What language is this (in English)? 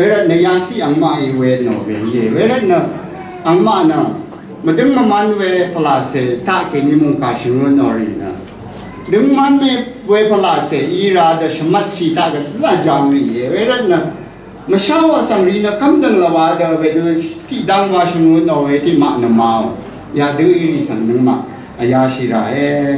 Rawang